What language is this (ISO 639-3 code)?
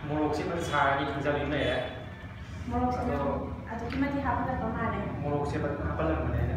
mni